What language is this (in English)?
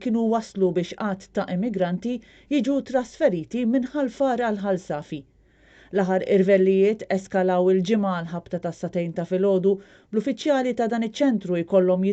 Maltese